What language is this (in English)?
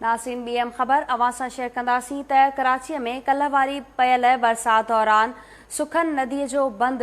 Sindhi